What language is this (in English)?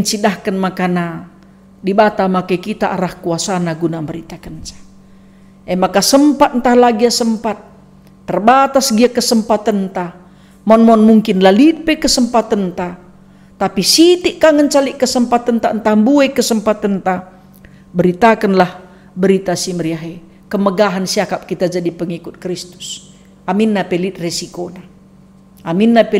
Batak Karo